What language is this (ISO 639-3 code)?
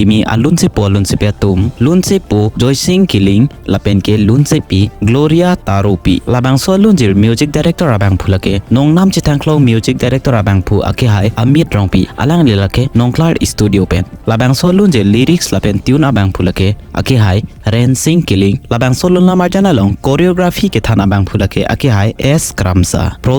mjw